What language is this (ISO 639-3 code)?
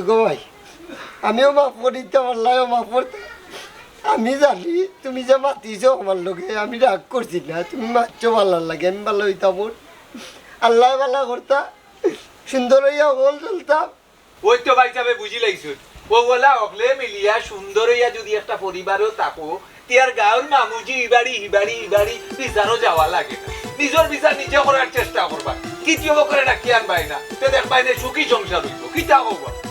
syl